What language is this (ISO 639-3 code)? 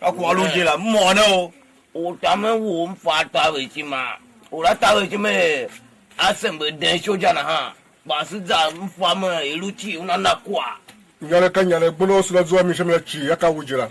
tiv